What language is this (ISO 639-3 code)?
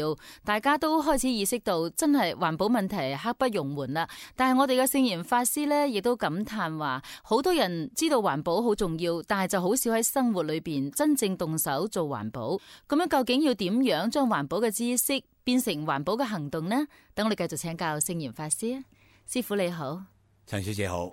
yue